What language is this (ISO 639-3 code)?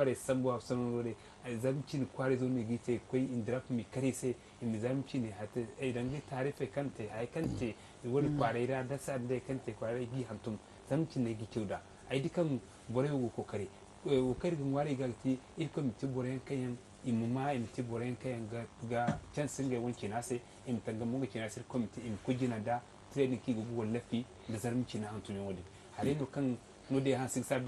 dje